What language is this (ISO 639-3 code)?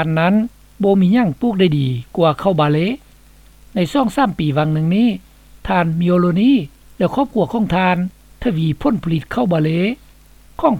lao